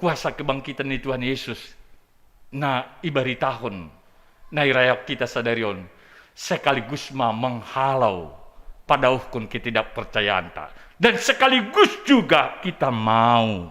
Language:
Batak Simalungun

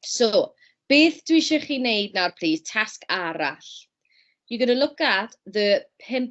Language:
Welsh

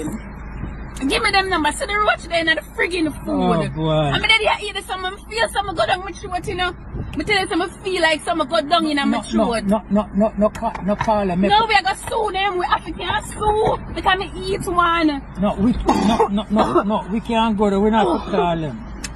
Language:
Jamaican Creole English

